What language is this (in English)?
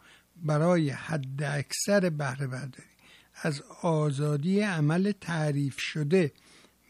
Persian